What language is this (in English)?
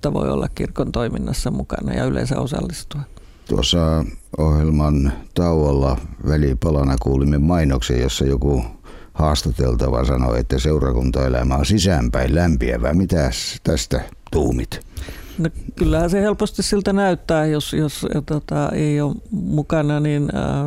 Finnish